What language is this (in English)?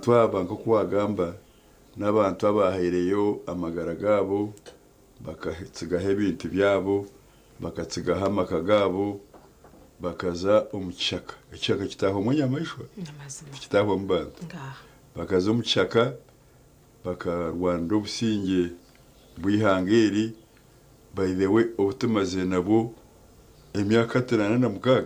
Nyankole